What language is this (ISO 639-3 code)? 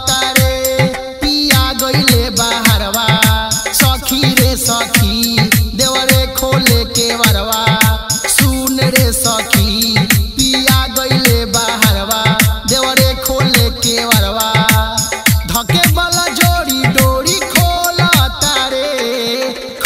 bho